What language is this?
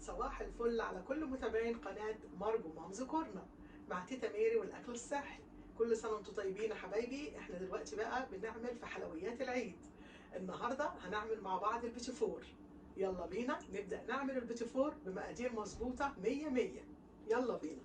Egyptian Arabic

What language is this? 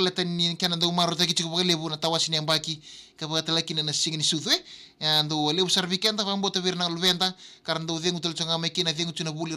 Fijian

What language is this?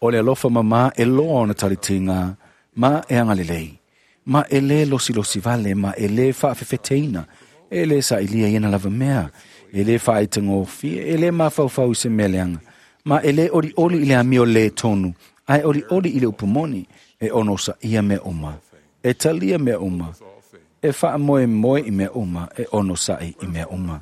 Samoan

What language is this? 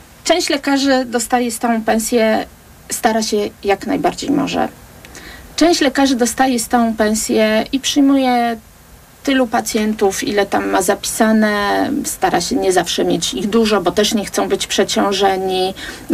Polish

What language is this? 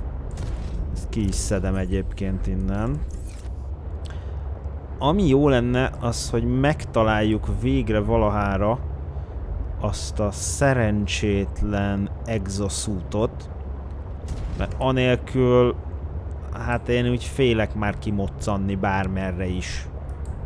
Hungarian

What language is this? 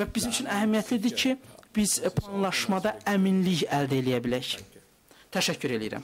Azerbaijani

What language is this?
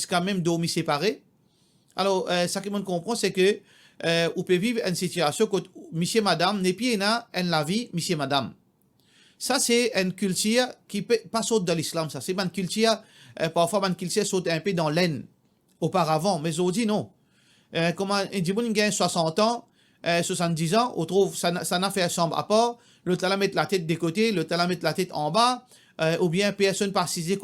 Morisyen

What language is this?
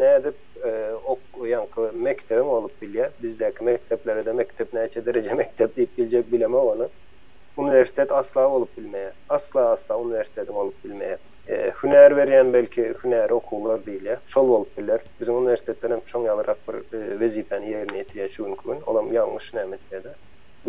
Turkmen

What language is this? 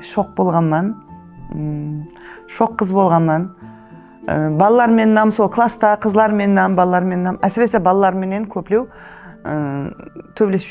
Kara-Kalpak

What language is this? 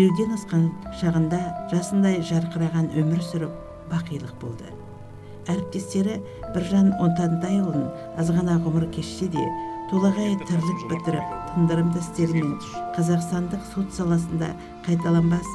Kazakh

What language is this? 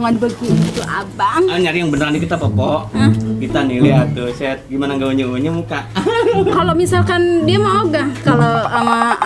Betawi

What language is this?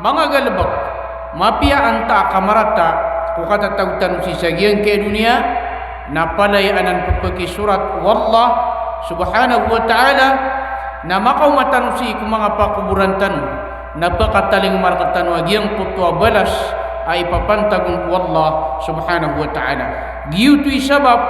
Maranao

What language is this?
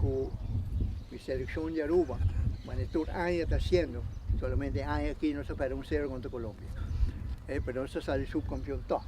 Papiamento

